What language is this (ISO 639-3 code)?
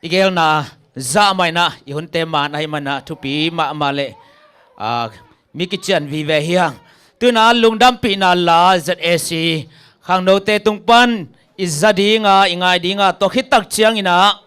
ctd